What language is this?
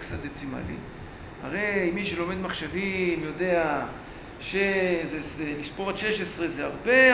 Hebrew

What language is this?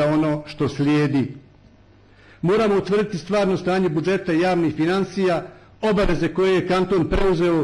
Bosnian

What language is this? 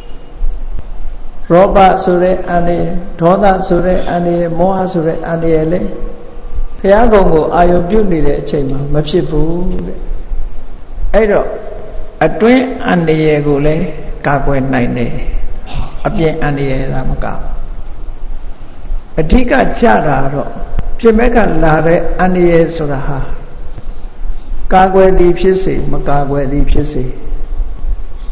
Burmese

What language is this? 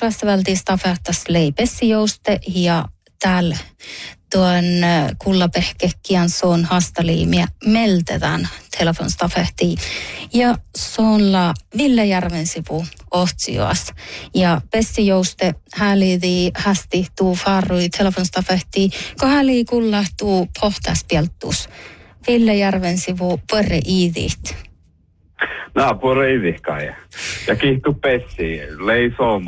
Northern Sami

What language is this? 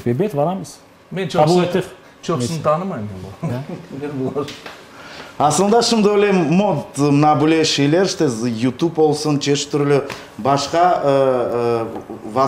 Crimean Tatar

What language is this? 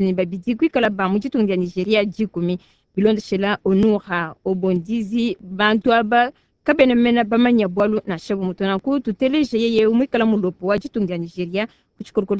Luba-Lulua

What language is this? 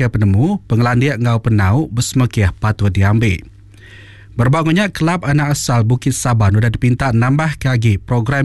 Iban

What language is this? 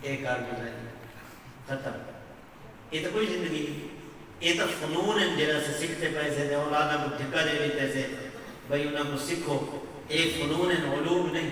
Saraiki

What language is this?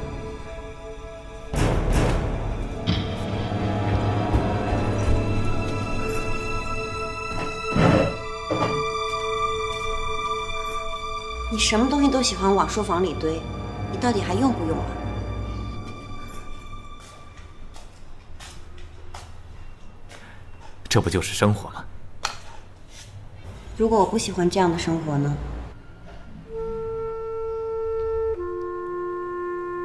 Chinese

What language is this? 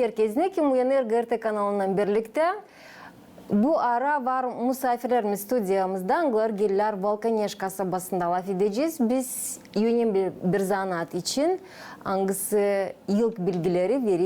Gagauz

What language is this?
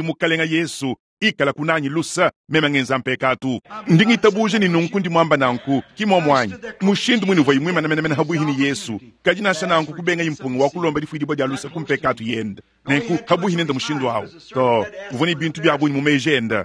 Luba-Lulua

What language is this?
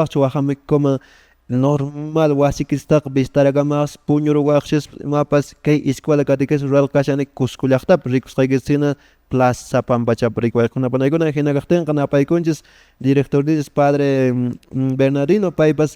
Quechua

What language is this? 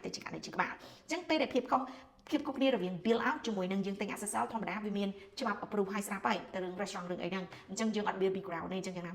Khmer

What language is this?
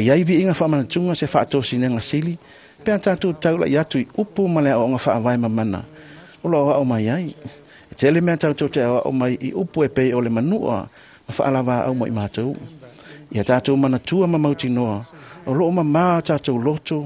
Samoan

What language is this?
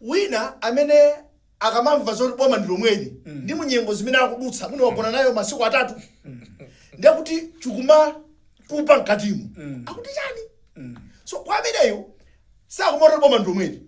Nyanja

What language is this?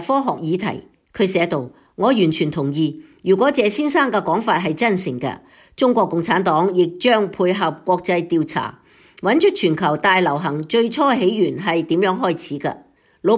Cantonese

